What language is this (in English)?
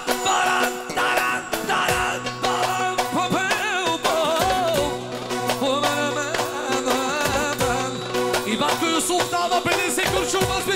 Bulgarian